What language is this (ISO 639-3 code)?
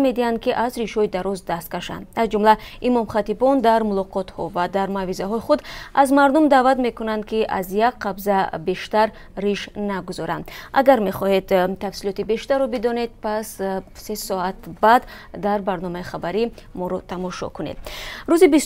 tgk